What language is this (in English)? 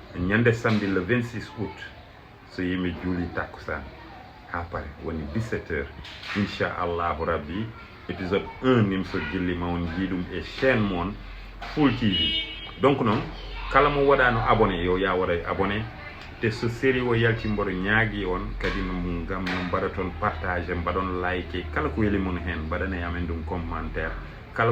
Fula